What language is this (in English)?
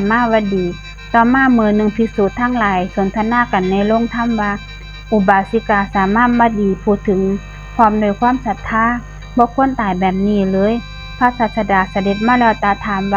Northeastern Thai